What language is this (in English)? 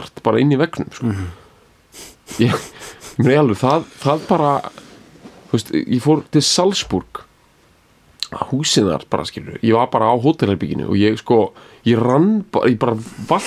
Icelandic